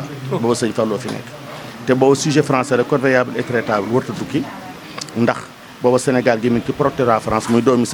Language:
Wolof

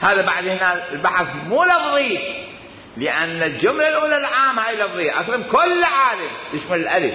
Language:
Mesopotamian Arabic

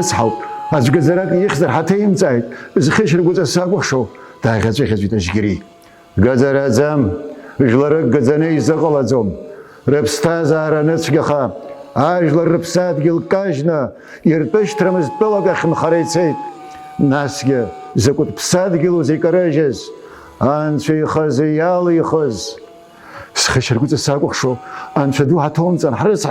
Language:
Abkhazian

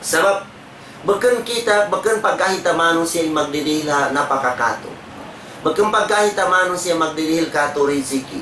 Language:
Tausug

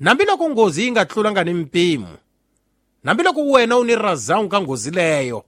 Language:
Tsonga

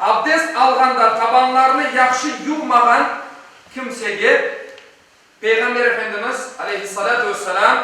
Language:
Crimean Tatar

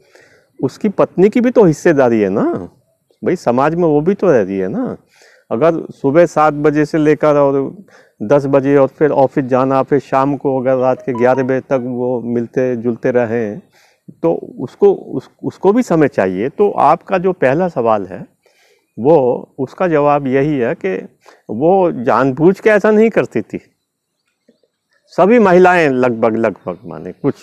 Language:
Hindi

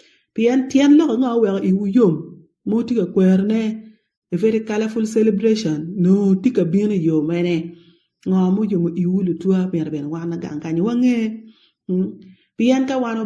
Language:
Acoli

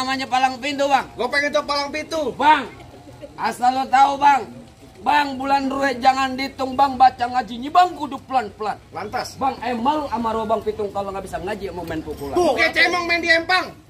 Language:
Betawi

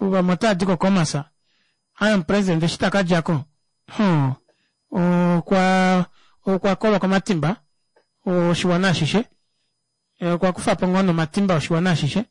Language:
Kuanyama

